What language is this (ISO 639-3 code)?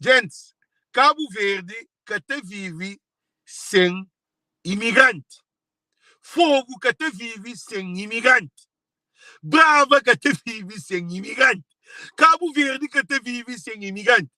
kea